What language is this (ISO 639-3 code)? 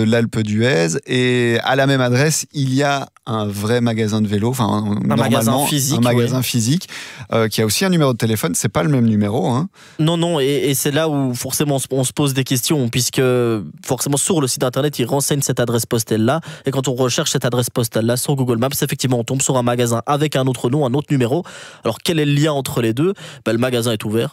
fra